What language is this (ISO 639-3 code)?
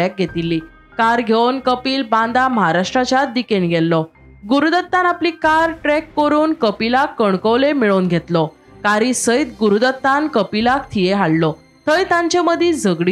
kok